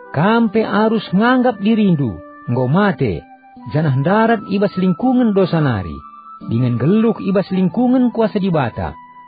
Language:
Batak Karo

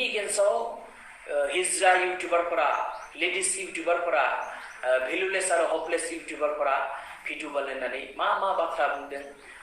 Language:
Bodo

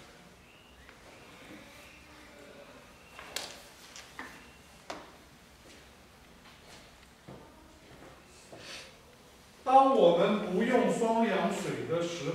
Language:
Chinese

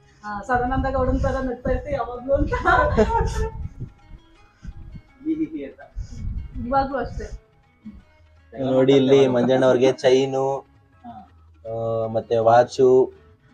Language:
Kannada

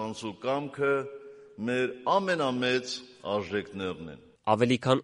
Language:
Armenian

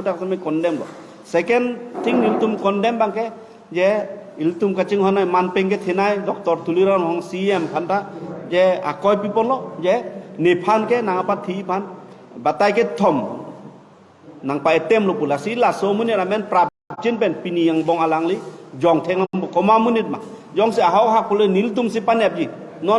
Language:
Karbi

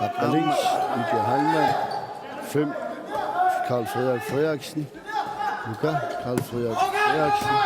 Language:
Kalaallisut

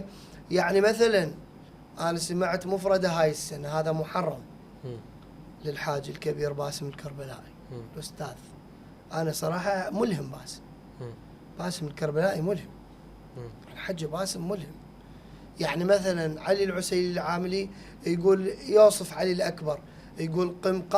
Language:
Mesopotamian Arabic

